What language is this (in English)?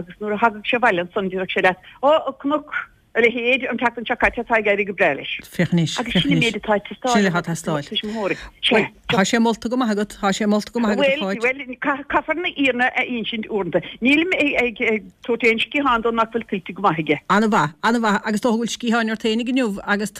Irish